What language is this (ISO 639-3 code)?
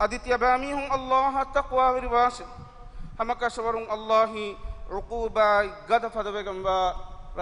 div